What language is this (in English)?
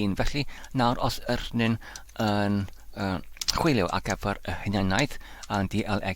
Welsh